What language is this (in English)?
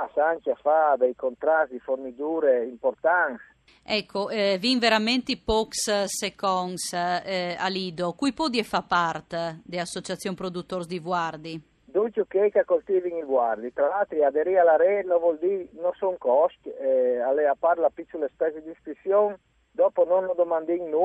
Friulian